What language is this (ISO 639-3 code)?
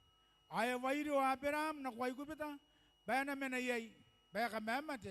gil